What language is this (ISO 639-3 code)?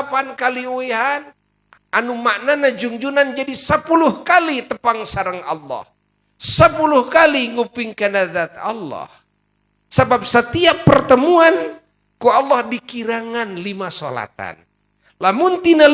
sun